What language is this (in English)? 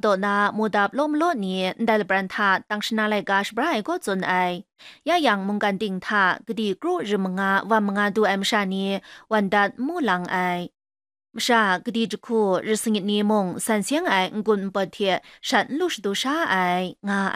Kachin